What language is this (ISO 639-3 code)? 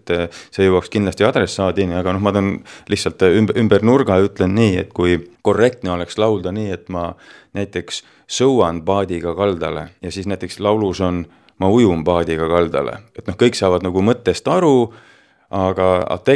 est